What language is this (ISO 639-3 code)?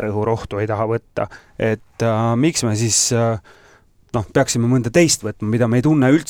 est